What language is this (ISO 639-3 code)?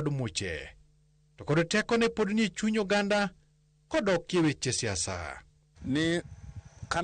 luo